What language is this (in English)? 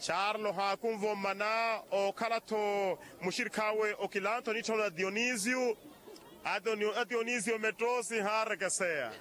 Makhuwa